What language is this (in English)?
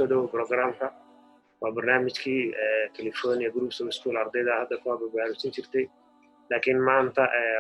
Somali